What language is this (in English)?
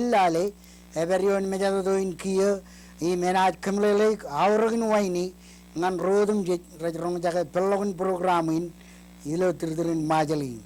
Marshallese